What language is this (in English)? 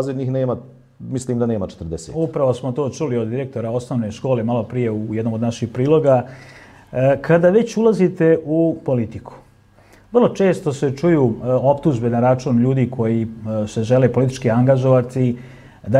Bosnian